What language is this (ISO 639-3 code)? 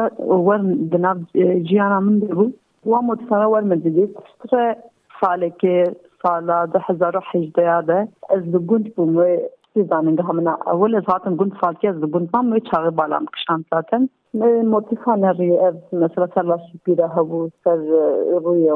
kur